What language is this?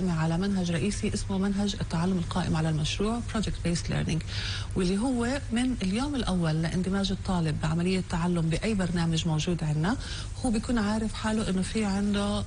North Levantine Arabic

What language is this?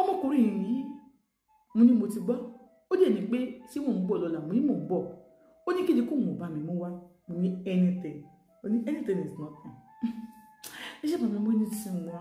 Yoruba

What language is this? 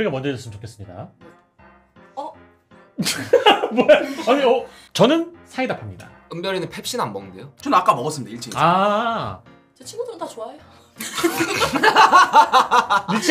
Korean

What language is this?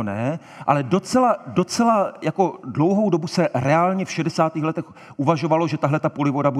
Czech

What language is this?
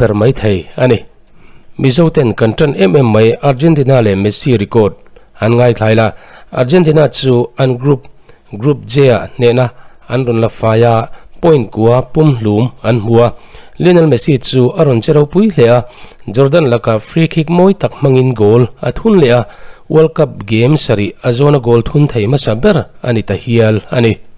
Mizo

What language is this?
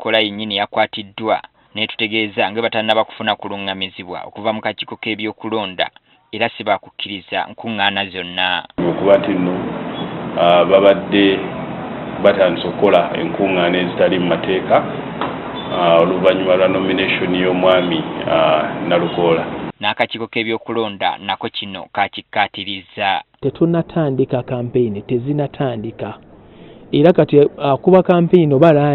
Ganda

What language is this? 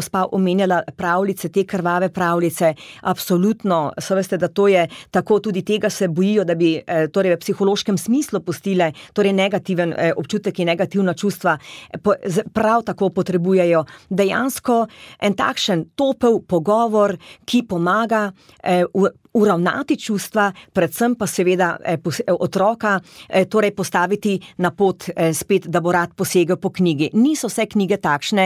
Slovenian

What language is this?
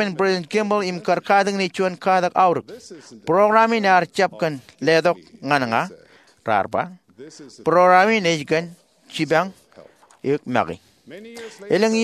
Marshallese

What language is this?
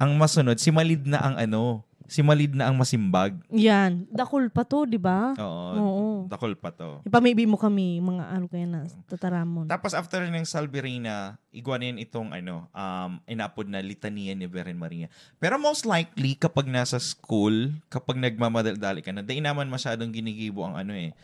Bikol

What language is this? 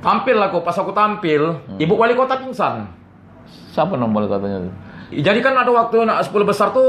Musi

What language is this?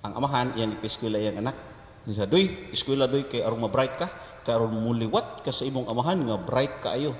Cebuano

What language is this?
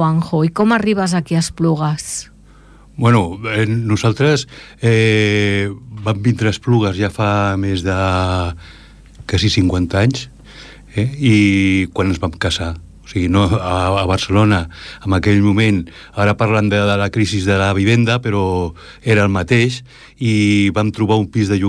Catalan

